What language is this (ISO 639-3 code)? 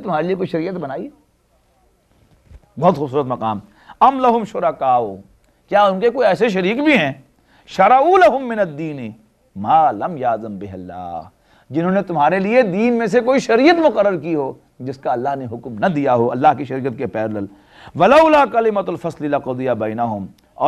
urd